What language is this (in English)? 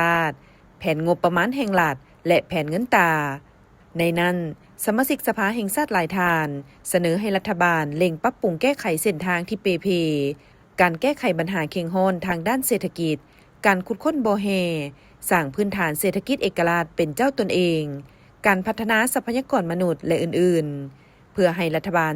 Lao